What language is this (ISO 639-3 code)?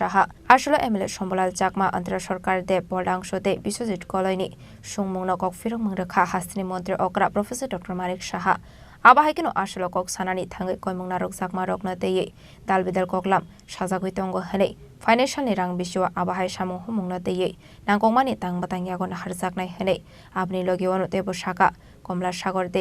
trp